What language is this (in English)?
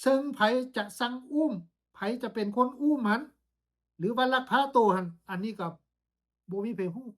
Lao